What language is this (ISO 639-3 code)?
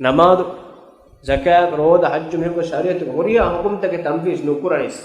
div